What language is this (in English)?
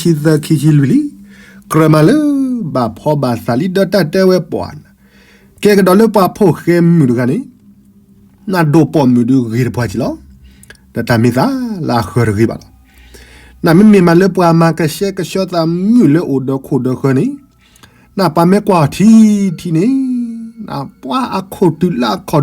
S'gaw Karen